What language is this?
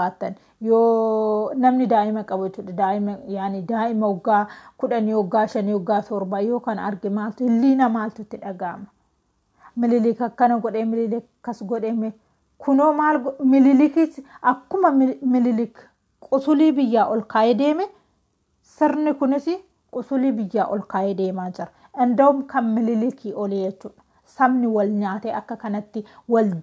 Oromo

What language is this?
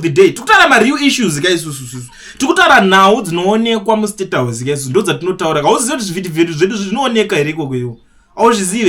Shona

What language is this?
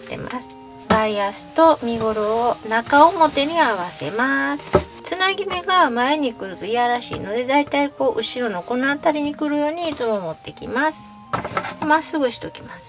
Japanese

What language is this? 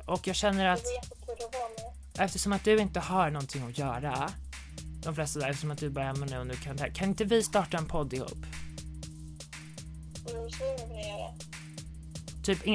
Swedish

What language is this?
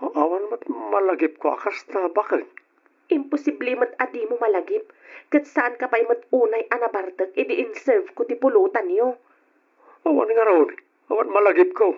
Iloko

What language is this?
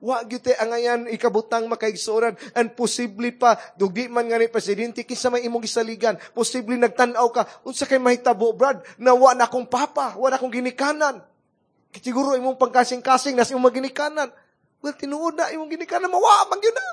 Cebuano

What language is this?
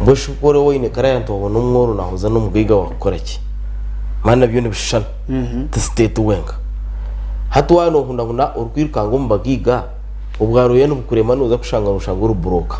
Nyankole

